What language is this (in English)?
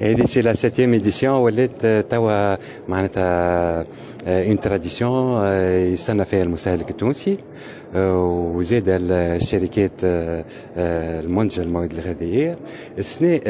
Tunisian Arabic